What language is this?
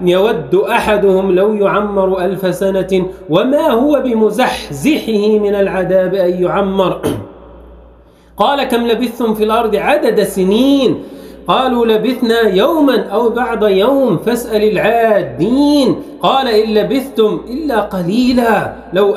Arabic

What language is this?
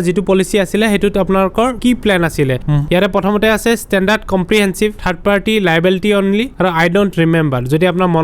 Assamese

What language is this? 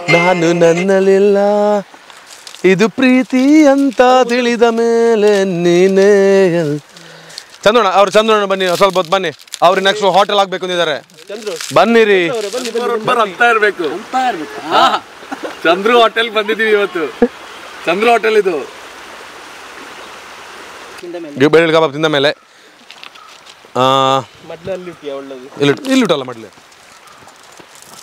Kannada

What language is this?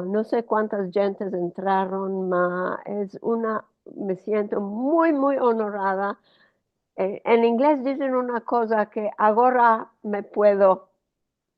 Ladino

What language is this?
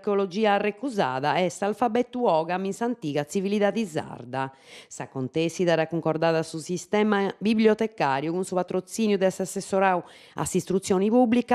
Sardinian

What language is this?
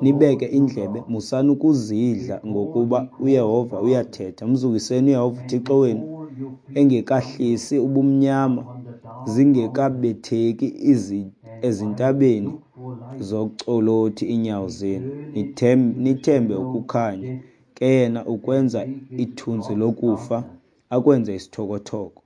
Xhosa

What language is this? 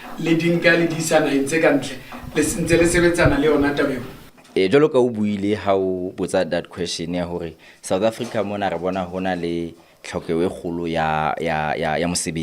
Southern Sotho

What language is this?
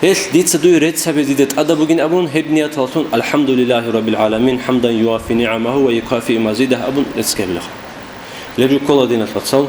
Avaric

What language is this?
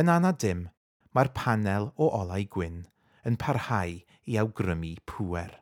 Welsh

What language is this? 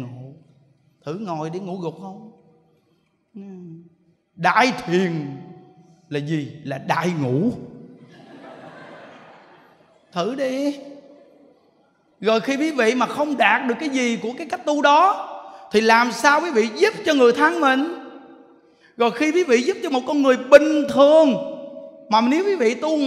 Vietnamese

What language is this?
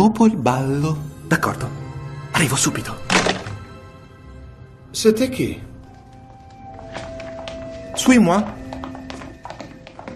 Italian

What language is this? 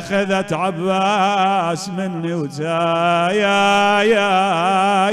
Mesopotamian Arabic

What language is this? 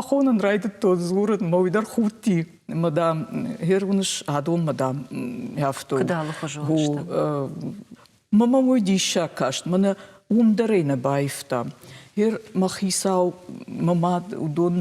Ossetic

